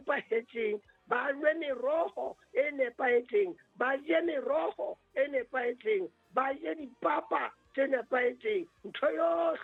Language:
Southern Sotho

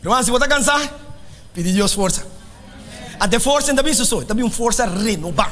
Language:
Papiamento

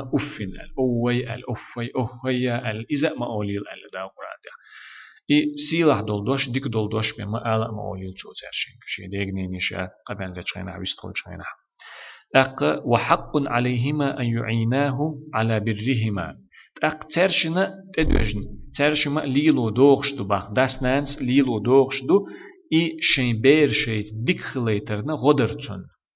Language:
Chechen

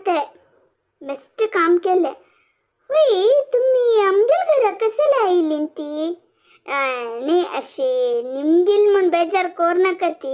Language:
Konkani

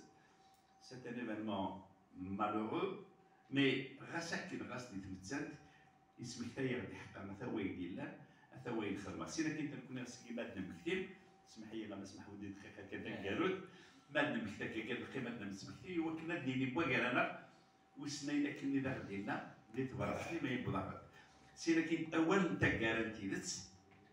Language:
Kabyle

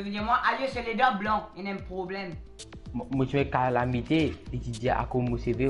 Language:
Morisyen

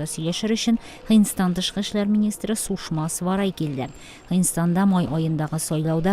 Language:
Tatar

